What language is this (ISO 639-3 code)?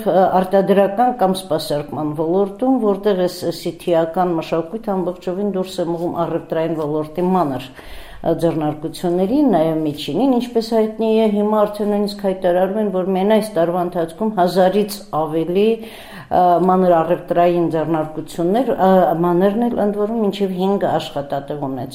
hye